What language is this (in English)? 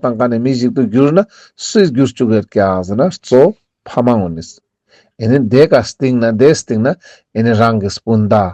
Ladakhi